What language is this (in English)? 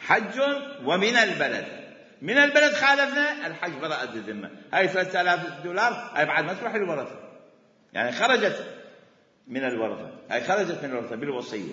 Mesopotamian Arabic